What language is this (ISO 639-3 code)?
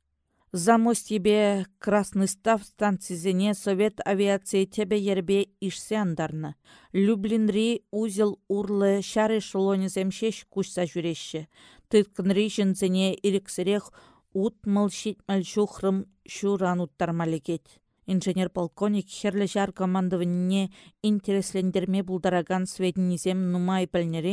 chv